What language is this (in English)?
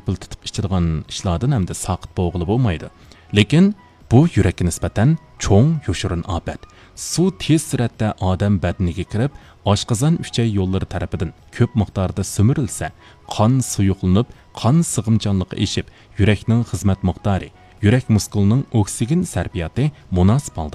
Uyghur